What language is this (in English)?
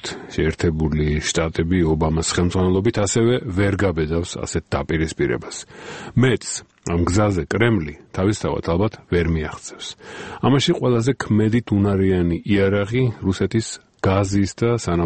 Georgian